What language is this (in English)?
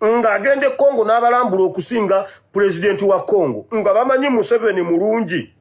Ganda